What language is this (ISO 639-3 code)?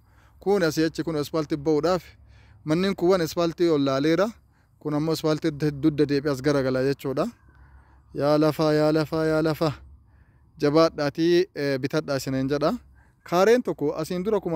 orm